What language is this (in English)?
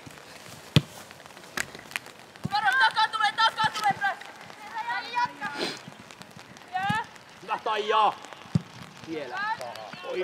Finnish